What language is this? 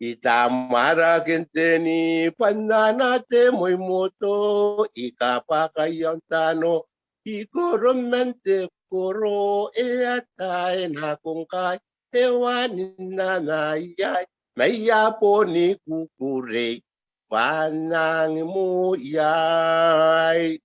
Gilbertese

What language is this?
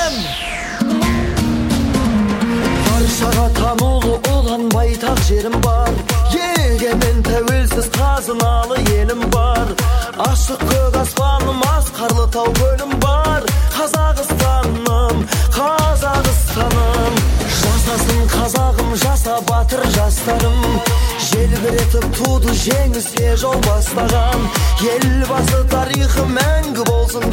Kazakh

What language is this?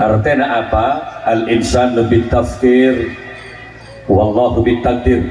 Madurese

